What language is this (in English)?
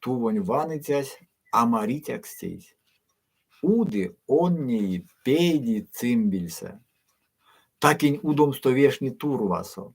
Erzya